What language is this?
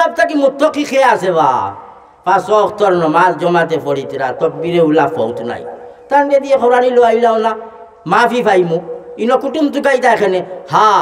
Sylheti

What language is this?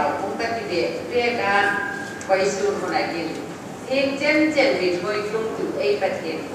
Hmar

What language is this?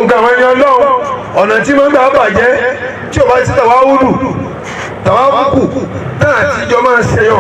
Yoruba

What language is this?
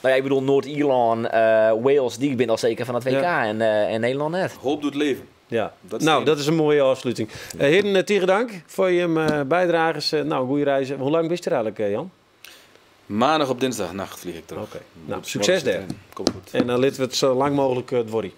Western Frisian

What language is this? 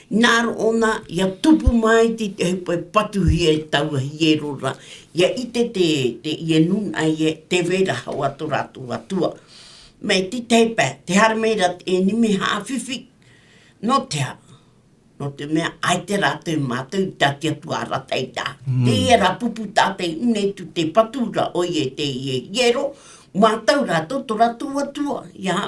Tahitian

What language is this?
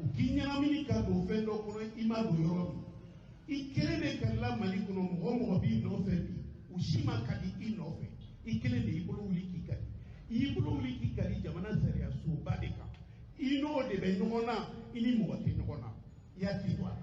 Bambara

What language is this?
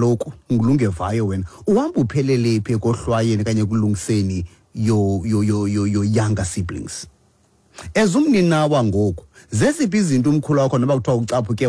Xhosa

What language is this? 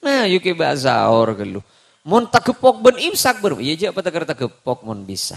Madurese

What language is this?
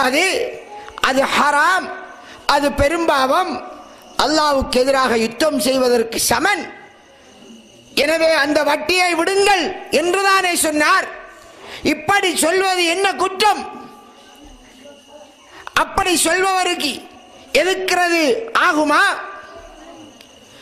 Tamil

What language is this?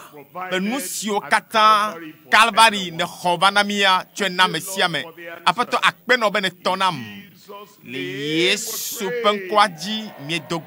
Ewe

